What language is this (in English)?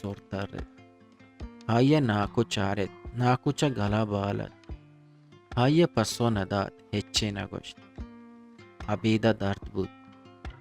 Eastern Balochi